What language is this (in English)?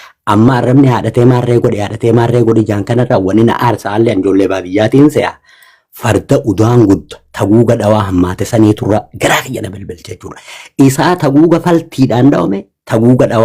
Oromo